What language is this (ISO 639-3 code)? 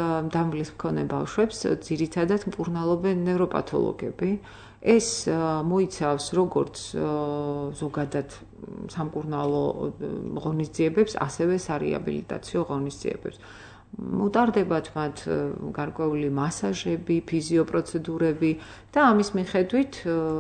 kat